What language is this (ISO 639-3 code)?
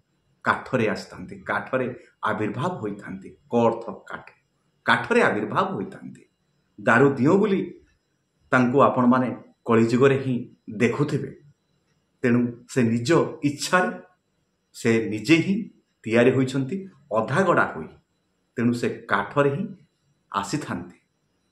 ori